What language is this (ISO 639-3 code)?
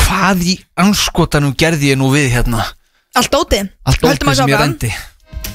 isl